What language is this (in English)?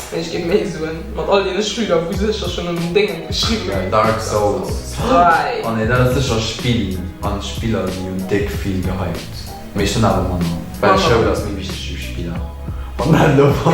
Luxembourgish